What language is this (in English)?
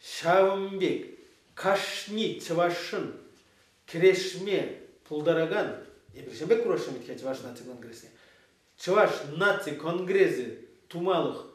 Chuvash